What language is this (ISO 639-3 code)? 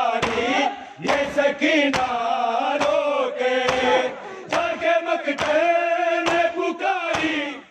urd